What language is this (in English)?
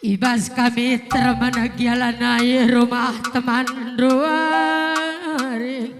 Batak Karo